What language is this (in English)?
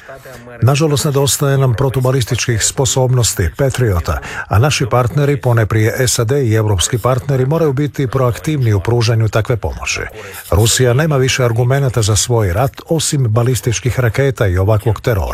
Croatian